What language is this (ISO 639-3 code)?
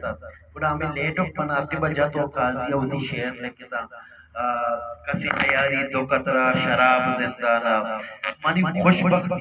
bal